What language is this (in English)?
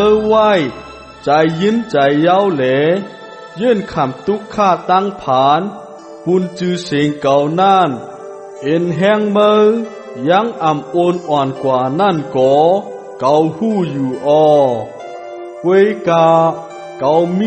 Shan